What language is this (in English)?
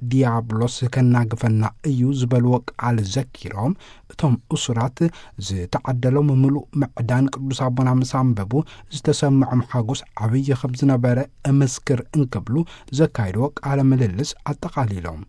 Tigrinya